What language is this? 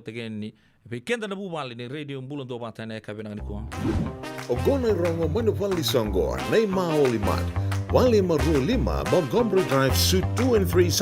Fijian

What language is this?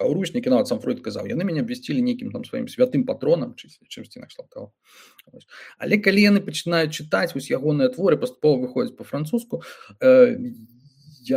Belarusian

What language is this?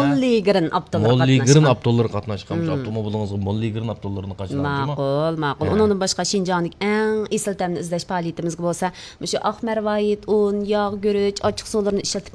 Uyghur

